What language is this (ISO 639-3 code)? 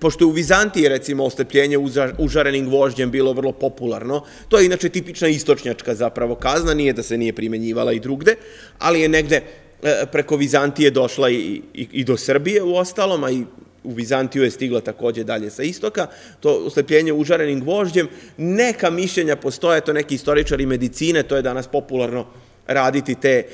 srp